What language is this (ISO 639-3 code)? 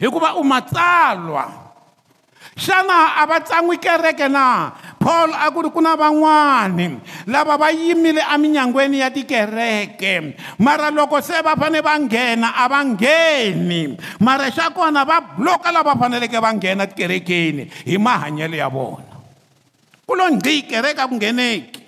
tso